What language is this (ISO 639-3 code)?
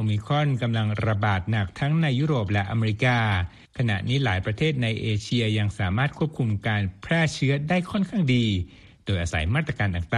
tha